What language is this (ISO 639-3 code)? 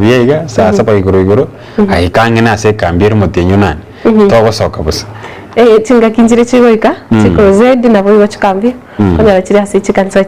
guz